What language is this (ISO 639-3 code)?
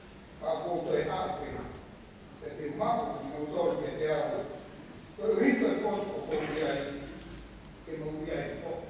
ton